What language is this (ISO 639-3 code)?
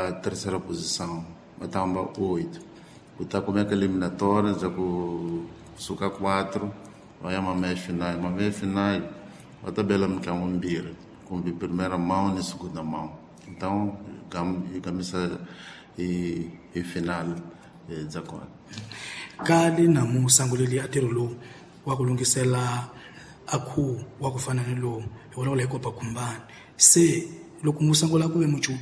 tso